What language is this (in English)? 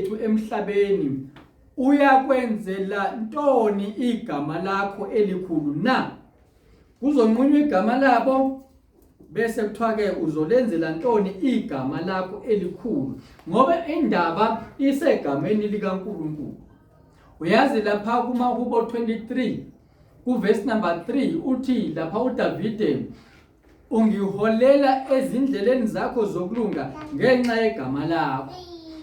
Zulu